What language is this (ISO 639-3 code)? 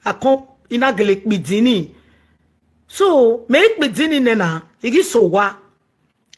pcm